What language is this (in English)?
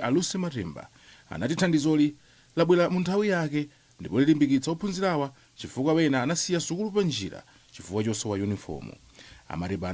Nyanja